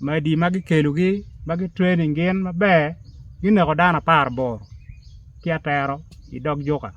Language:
Acoli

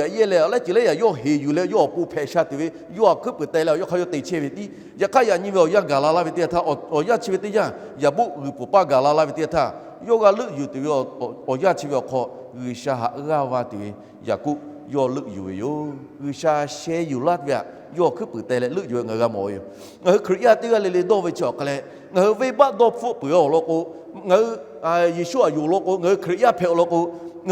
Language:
Lahu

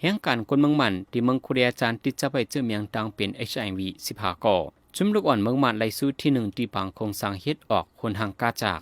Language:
Shan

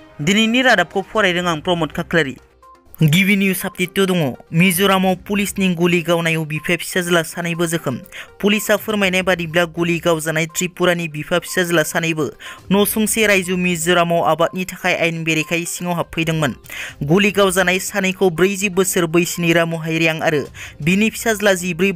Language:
Bodo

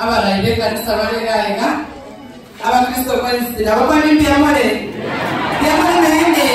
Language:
Gusii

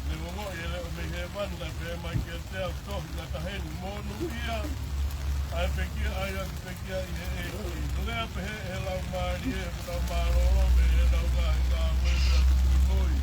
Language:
Tongan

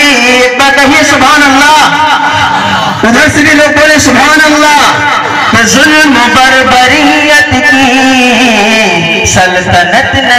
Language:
Urdu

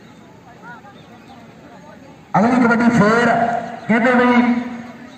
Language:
Punjabi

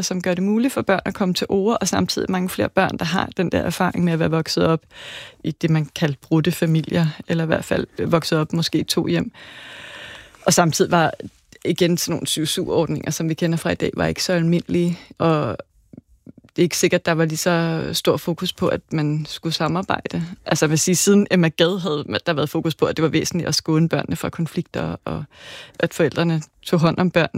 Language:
Danish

